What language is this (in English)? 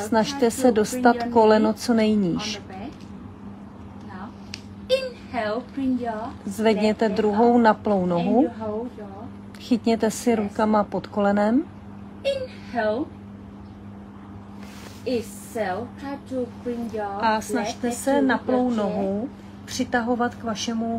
Czech